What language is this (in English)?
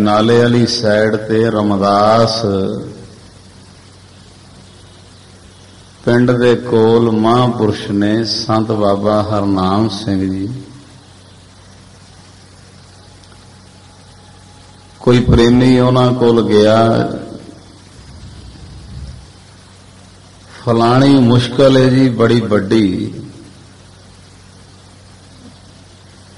Punjabi